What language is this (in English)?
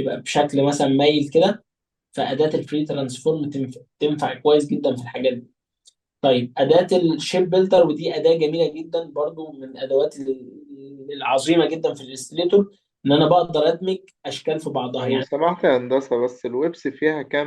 Egyptian Arabic